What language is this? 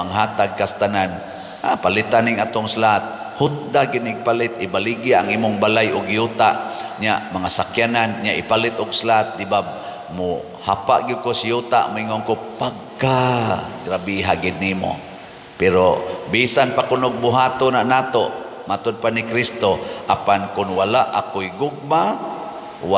Cebuano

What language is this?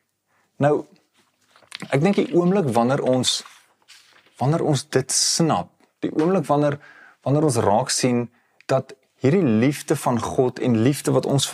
Afrikaans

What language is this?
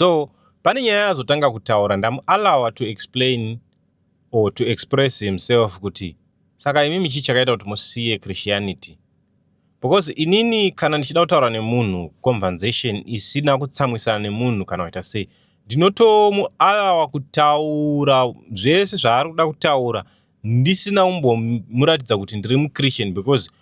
Shona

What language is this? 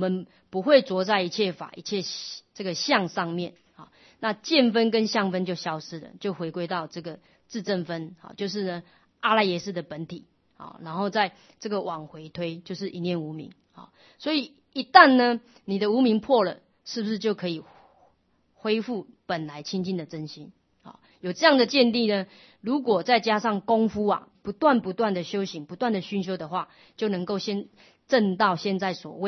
Chinese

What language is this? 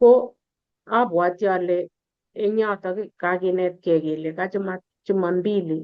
Kalenjin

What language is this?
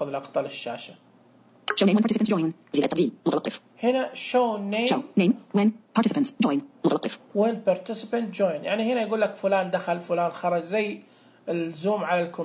Najdi Arabic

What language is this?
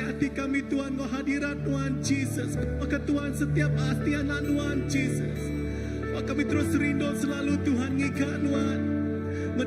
Iban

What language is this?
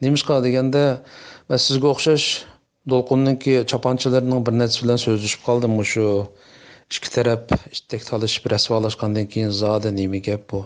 Uyghur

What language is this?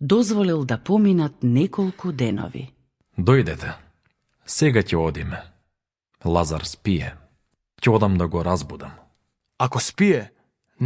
Macedonian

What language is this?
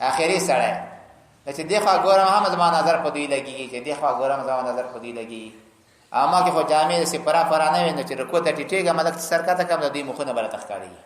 Pashto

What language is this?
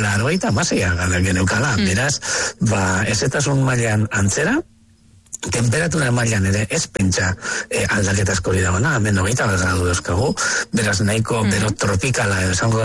Basque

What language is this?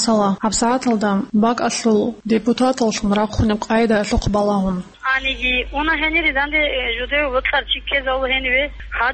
Avaric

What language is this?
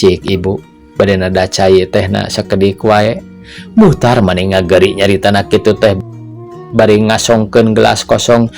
Sundanese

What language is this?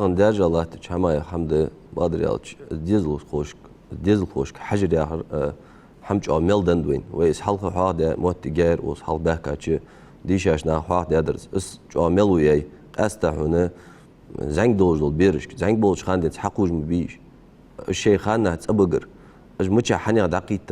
Ingush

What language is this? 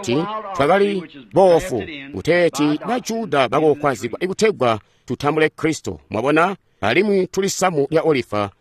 Tonga (Zambia)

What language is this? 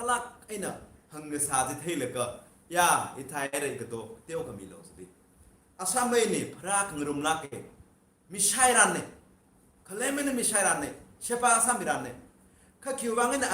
Tangkhul Naga (India)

